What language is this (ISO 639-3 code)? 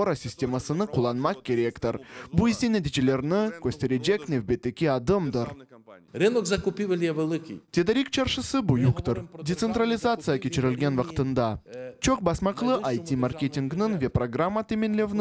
crh